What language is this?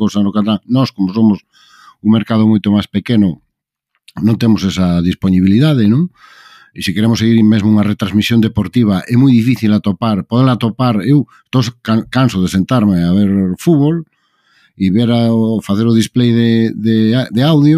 Galician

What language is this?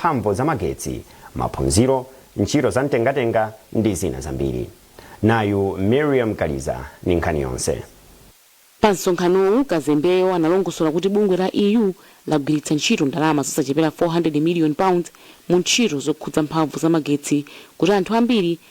Nyanja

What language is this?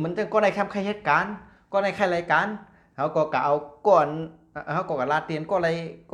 Shan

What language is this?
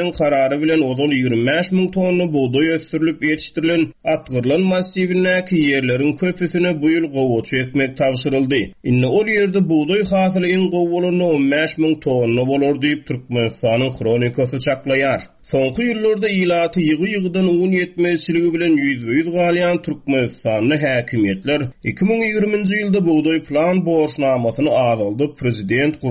Turkmen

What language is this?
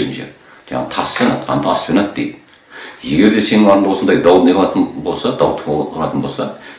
Kazakh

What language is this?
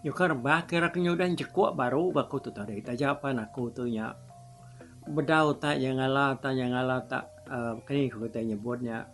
Iban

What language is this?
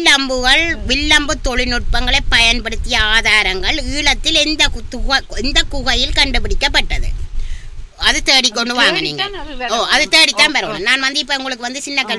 Tamil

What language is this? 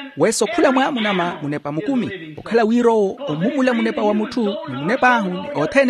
Makhuwa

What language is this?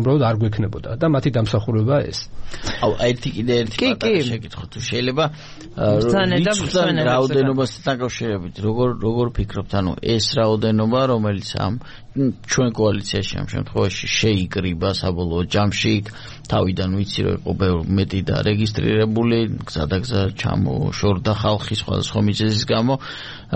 Georgian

